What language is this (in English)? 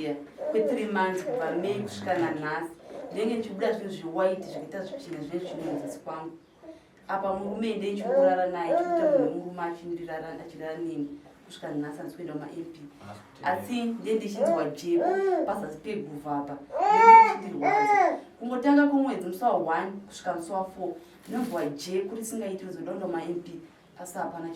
Shona